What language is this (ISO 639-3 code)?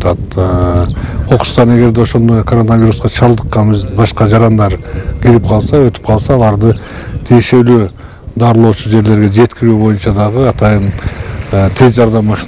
kir